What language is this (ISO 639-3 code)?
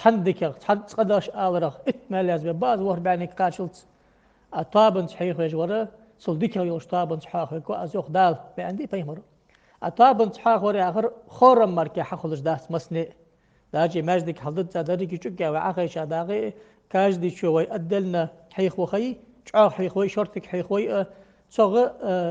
inh